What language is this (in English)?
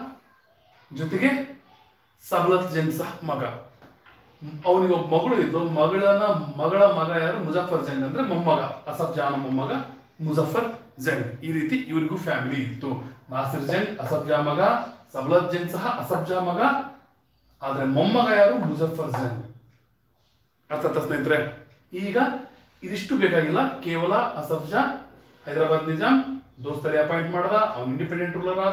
Kannada